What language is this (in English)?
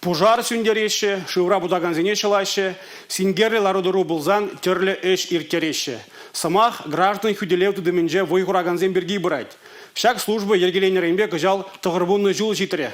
Chuvash